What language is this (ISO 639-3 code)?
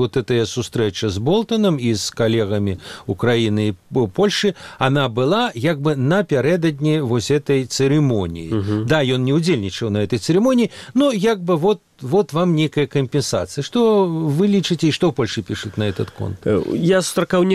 bel